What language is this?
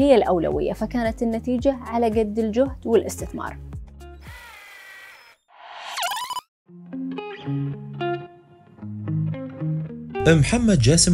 Gulf Arabic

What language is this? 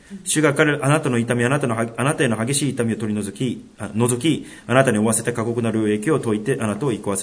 Japanese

